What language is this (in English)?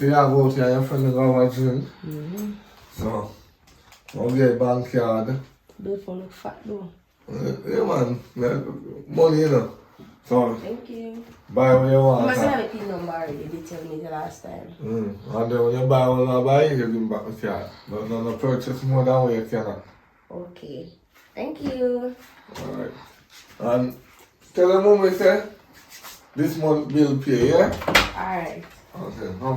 Jamaican Creole English